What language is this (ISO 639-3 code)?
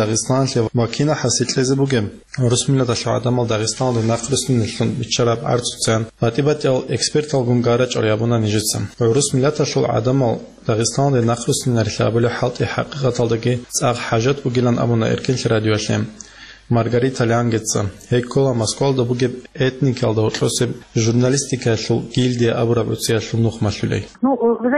ava